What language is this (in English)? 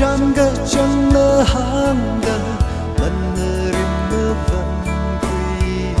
Tangkhul Naga (India)